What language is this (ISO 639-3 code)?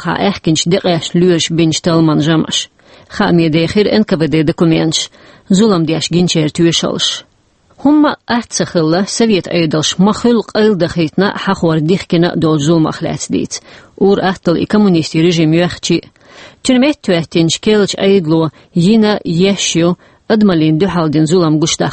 che